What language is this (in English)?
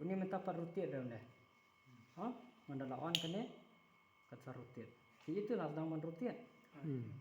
Khasi